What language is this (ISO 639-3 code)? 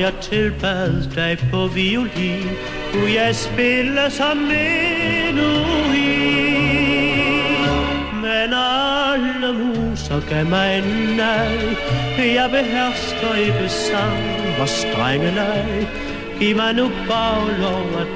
dan